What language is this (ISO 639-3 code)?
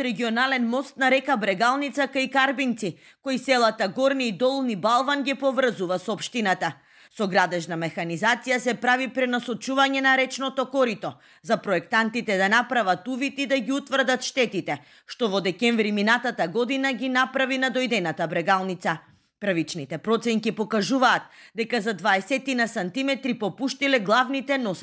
mkd